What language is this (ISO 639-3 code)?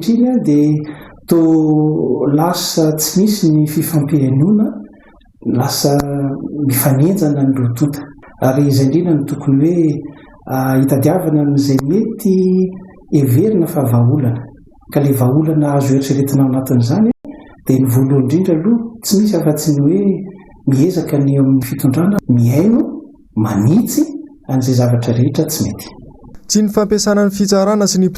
mlg